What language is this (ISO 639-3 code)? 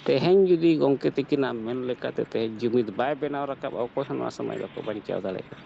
sat